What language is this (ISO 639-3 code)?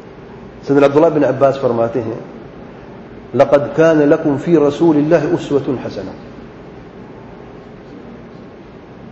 urd